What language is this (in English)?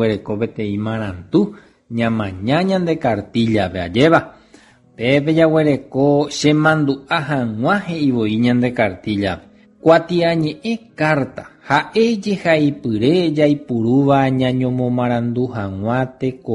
Guarani